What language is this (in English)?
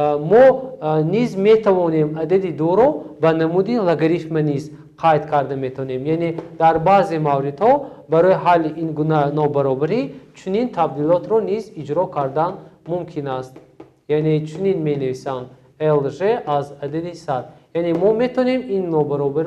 Tajik